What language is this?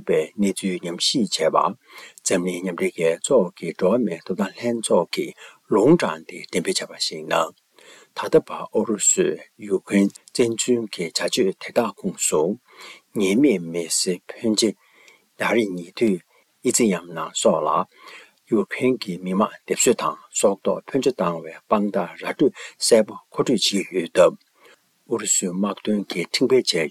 Tibetan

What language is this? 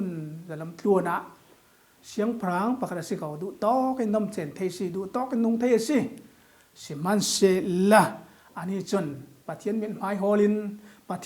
Falam Chin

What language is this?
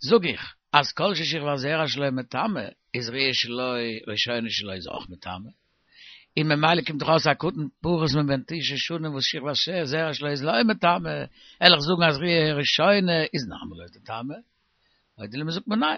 Yiddish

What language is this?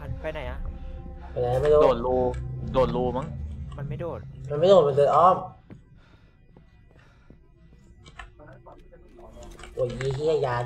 Thai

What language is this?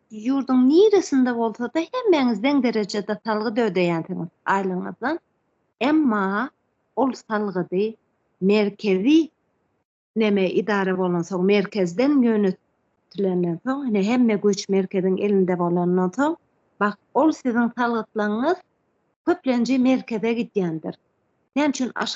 Turkmen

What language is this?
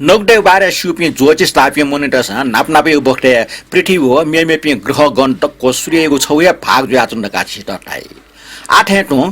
Newari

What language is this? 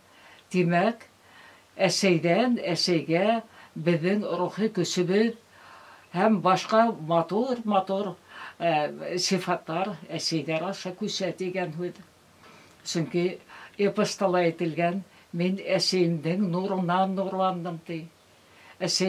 Bashkir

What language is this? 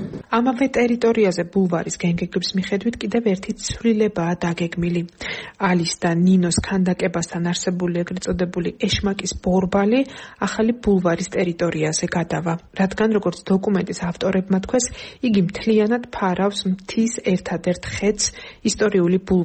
Georgian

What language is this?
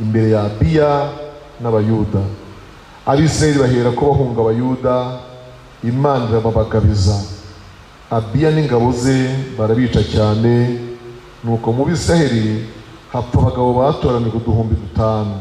Kinyarwanda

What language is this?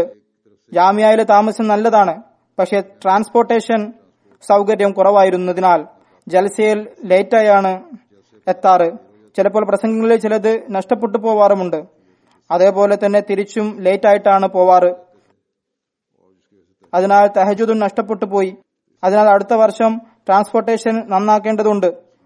Malayalam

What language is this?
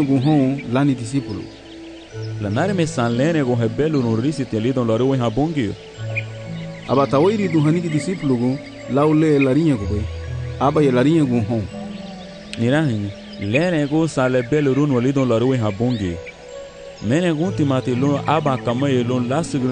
Garifuna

